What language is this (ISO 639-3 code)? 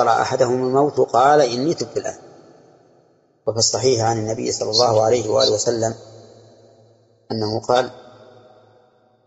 ara